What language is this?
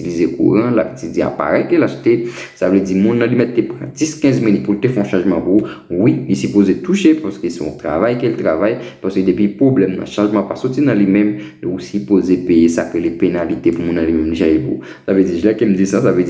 Haitian Creole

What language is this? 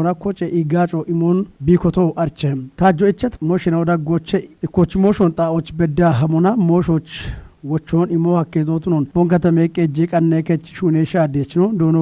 Kafa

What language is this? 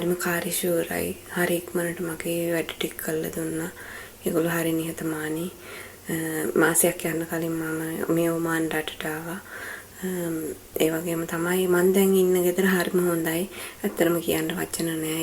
Sinhala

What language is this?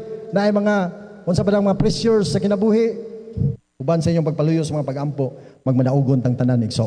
Cebuano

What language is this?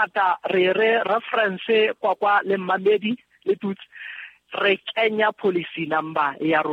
Southern Sotho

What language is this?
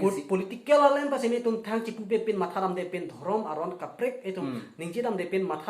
Karbi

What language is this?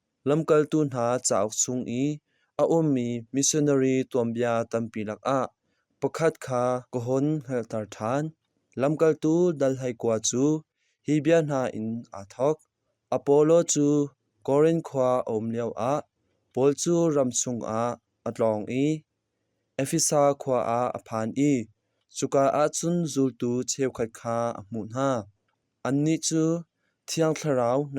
Hakha Chin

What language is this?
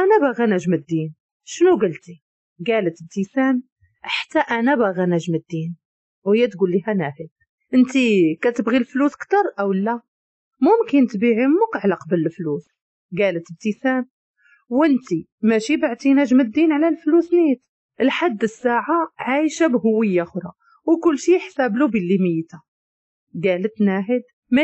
Moroccan Arabic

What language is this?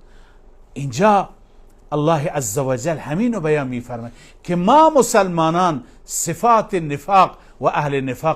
Persian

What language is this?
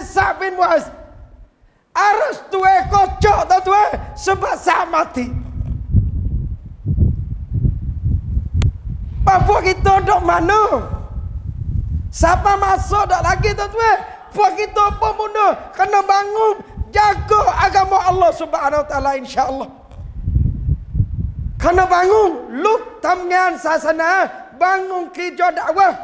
Malay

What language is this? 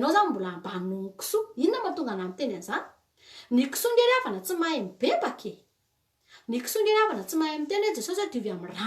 Malagasy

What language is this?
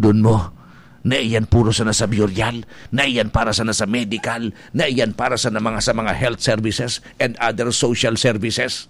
Bikol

